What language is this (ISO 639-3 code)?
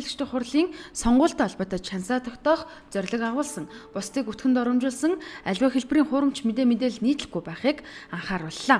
mon